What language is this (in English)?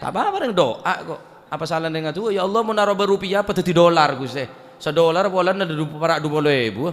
Madurese